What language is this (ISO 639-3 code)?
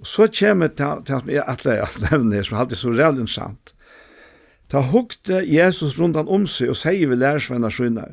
fao